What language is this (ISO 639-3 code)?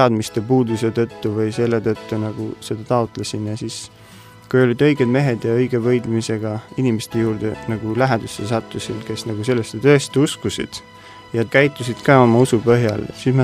est